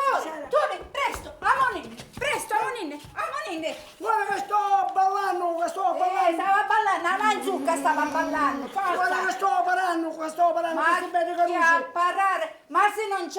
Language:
Sicilian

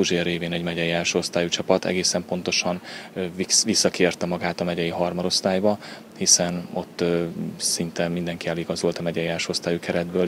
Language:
Hungarian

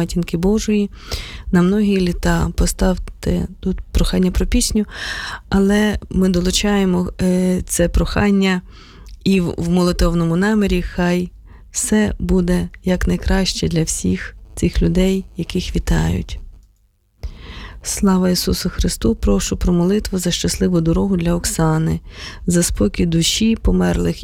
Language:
Ukrainian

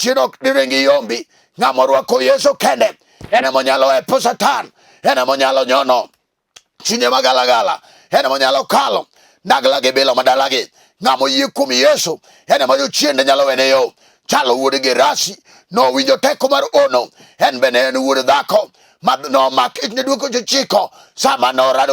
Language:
Luo (Kenya and Tanzania)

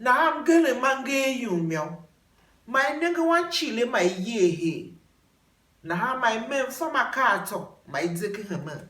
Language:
Tiv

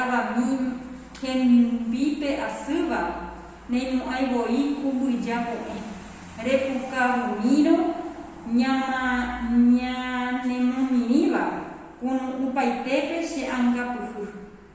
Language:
Guarani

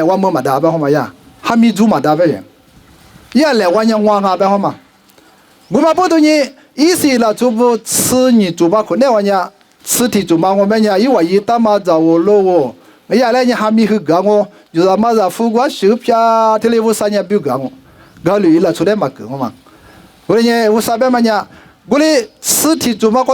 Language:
Lisu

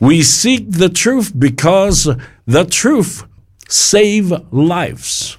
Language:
Samoan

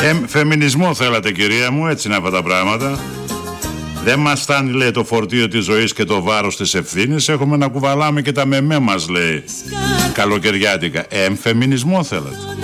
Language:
Greek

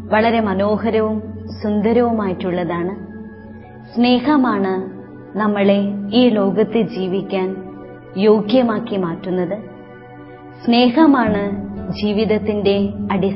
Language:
Malayalam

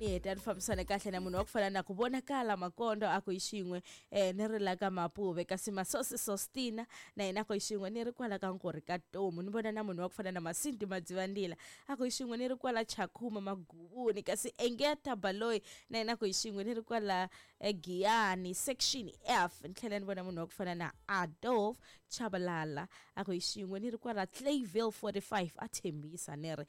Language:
Tsonga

